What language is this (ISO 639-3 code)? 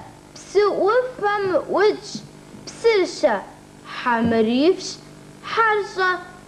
kbd